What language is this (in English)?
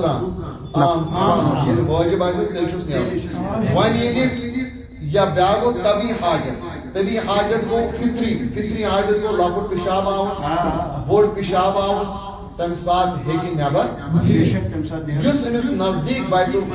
Kashmiri